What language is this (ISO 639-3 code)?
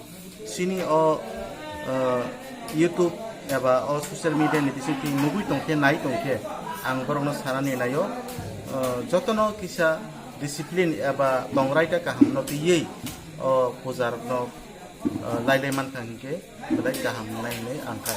trp